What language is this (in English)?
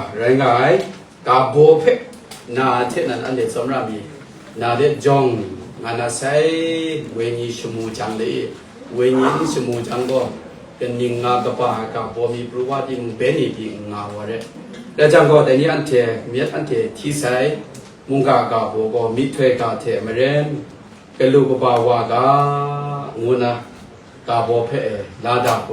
Kachin